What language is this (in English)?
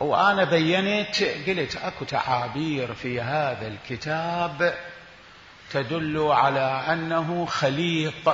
Mesopotamian Arabic